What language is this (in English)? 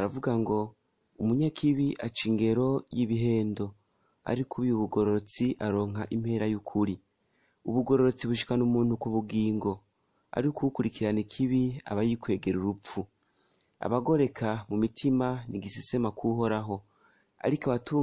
Rundi